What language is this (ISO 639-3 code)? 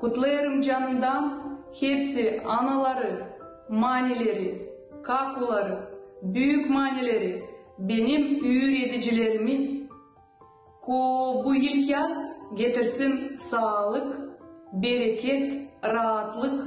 gag